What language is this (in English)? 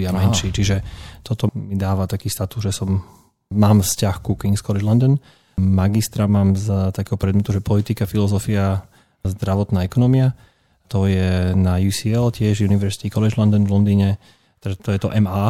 Slovak